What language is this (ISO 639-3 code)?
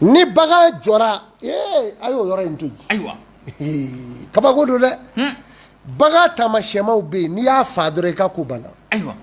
bam